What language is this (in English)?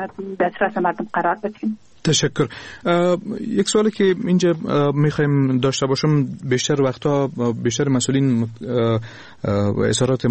Persian